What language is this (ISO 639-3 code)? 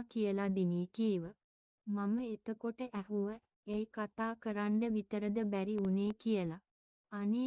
sin